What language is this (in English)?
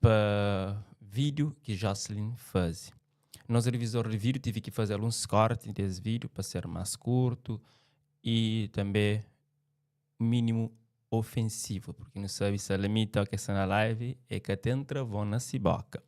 Kabuverdianu